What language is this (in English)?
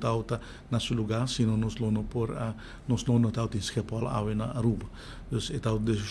Papiamento